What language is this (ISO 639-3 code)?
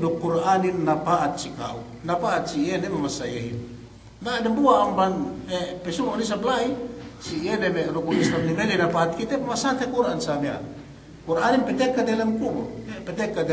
yka